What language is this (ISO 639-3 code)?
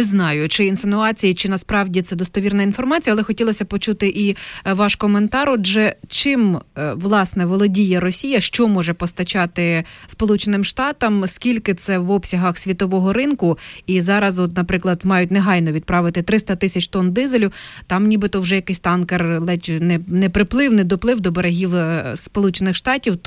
ukr